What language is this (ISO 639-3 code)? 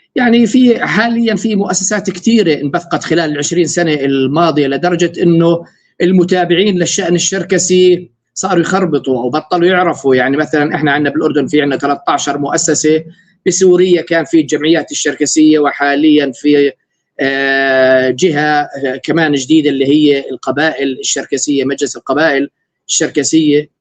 apc